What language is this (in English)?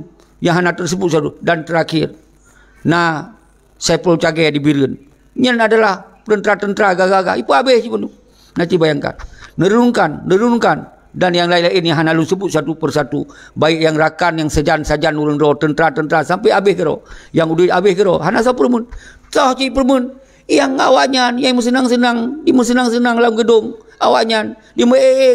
Achinese